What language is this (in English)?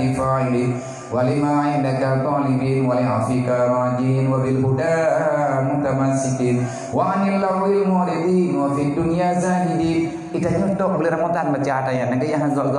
Achinese